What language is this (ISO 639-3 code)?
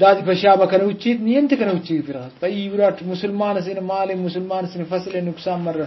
brh